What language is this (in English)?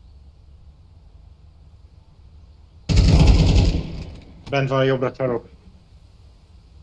Hungarian